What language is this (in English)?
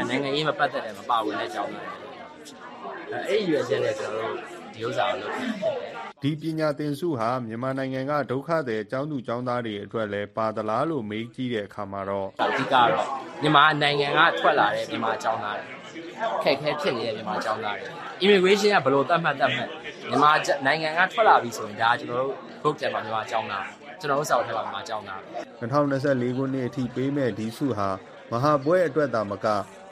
Burmese